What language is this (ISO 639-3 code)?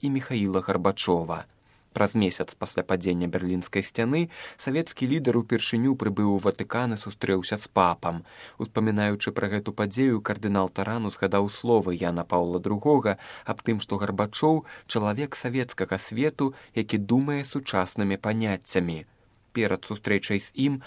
bel